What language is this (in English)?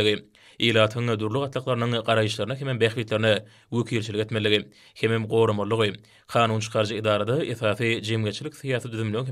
Turkmen